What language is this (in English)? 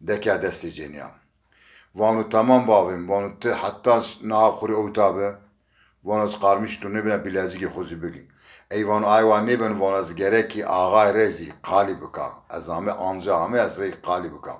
Zaza